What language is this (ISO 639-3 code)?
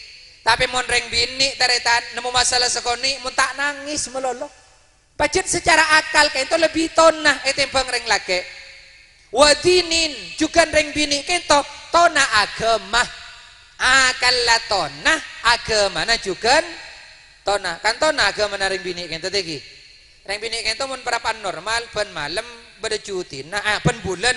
mad